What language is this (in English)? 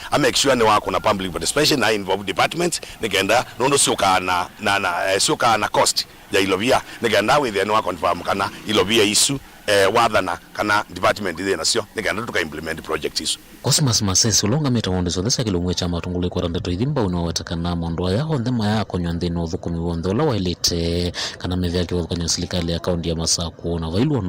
Kamba